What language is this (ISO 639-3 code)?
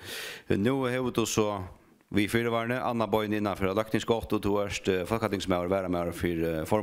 fao